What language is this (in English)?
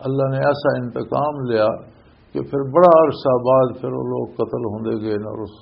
Western Panjabi